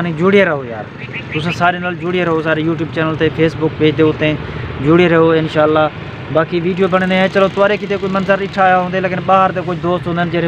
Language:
Saraiki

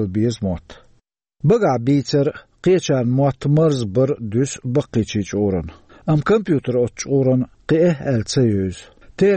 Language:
Chechen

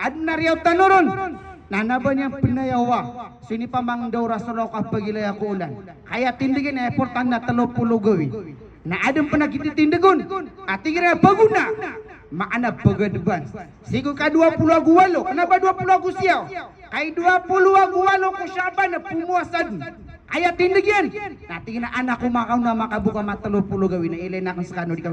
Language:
Maranao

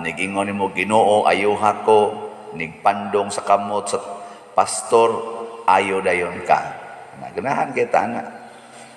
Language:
Cebuano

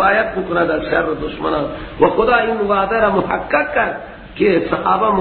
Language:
Persian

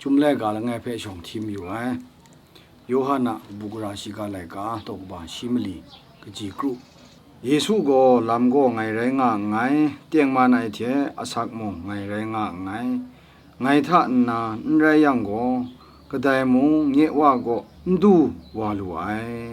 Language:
Kachin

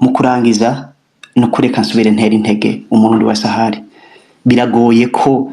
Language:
Rundi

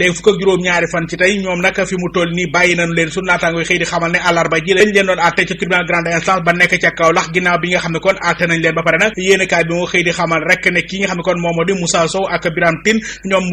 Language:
Wolof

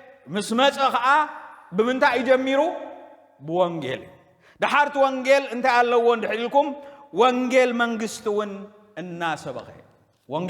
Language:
Tigrinya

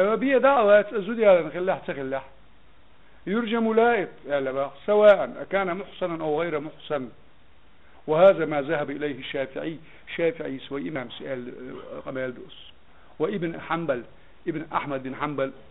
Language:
Chechen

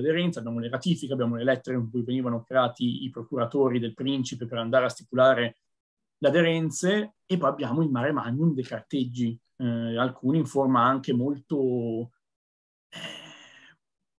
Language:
Italian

